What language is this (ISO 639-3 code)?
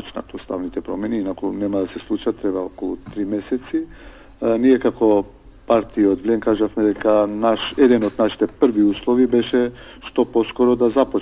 mkd